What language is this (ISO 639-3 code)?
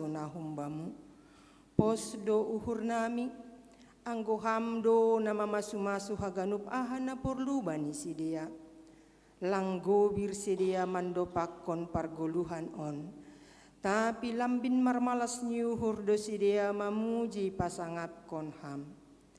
bts